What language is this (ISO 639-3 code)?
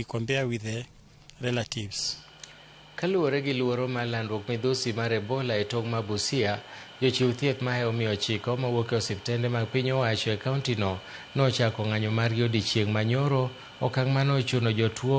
luo